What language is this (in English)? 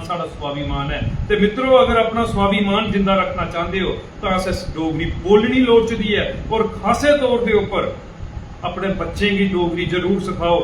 Dogri